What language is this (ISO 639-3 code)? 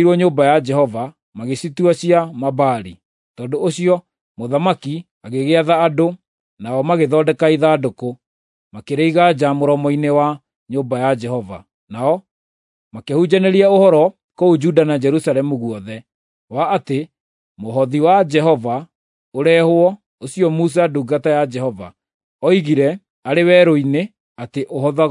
kik